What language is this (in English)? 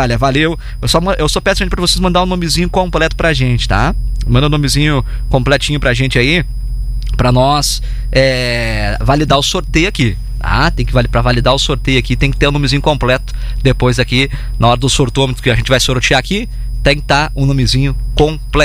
Portuguese